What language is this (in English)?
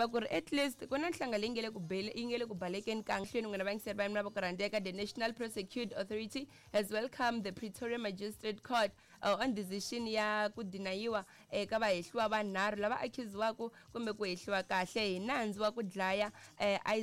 Tsonga